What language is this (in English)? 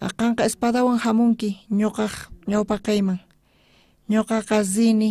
South Bolivian Quechua